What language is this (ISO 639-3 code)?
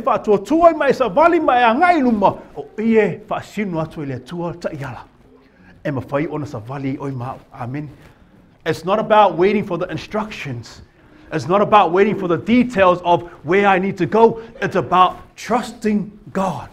smo